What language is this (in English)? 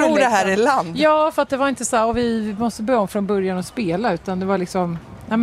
Swedish